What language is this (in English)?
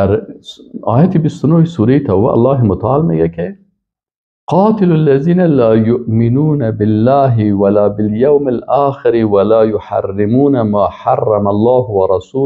Persian